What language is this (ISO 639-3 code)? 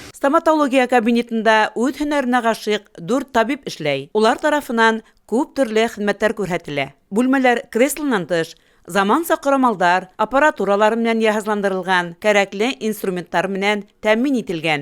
bak